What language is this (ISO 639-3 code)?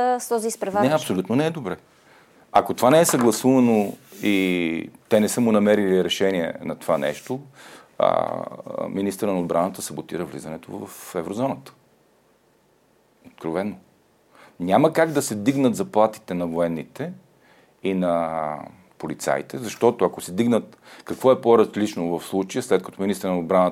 bul